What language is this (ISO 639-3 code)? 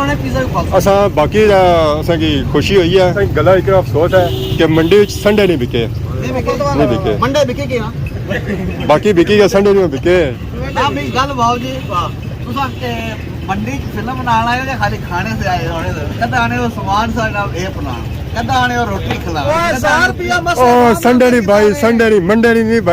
phr